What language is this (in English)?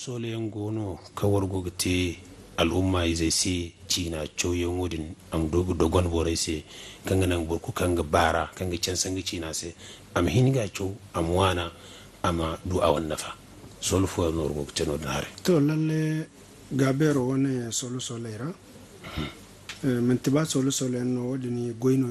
Zarma